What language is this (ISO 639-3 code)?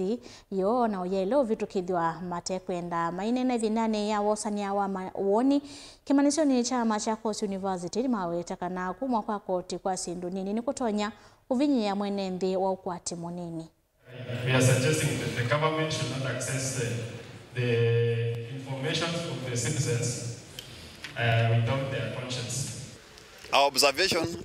kam